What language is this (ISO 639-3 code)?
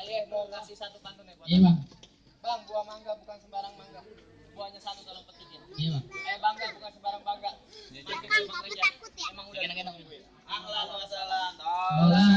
bew